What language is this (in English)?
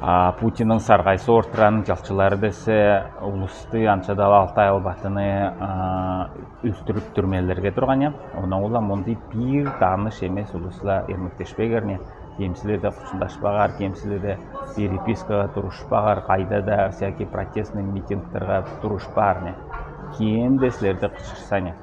Southern Altai